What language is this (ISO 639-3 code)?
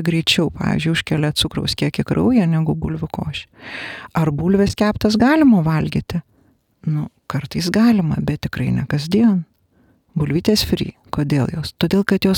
lit